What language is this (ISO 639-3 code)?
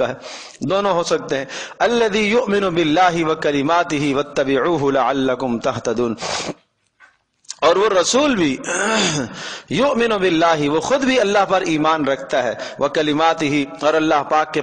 urd